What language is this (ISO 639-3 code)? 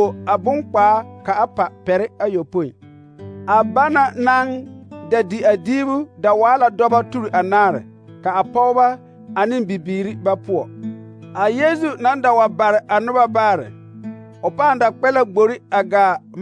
dga